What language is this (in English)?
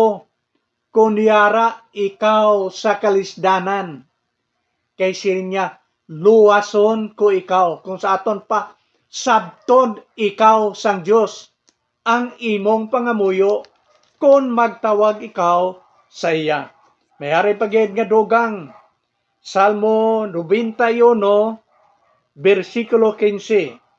Hiligaynon